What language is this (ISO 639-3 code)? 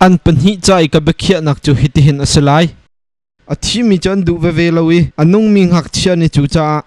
cnh